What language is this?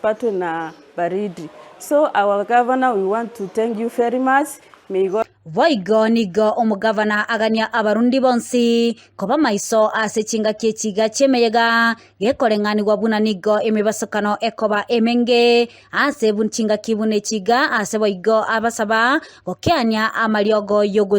Gusii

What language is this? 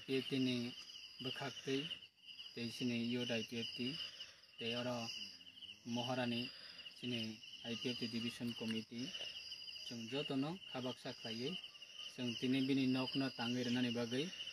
Kok Borok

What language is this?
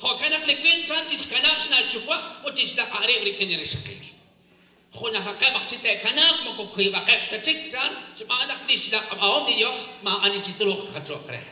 Kekchí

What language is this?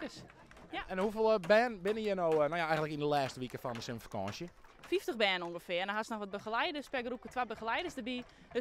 Western Frisian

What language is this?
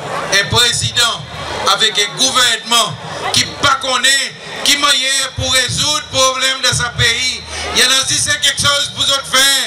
Seselwa Creole French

